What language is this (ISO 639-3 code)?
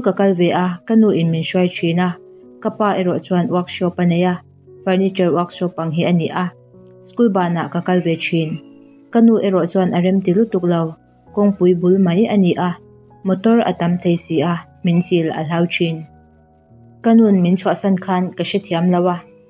lus